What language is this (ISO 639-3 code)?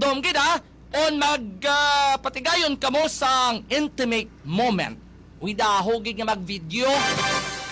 hil